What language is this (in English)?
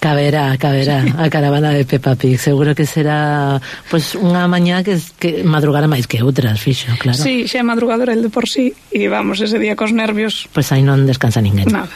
Galician